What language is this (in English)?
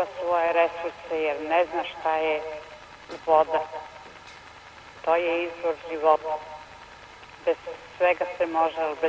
Serbian